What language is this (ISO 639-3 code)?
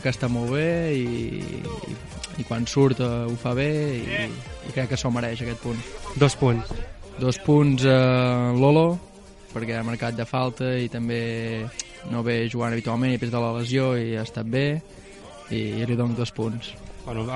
cat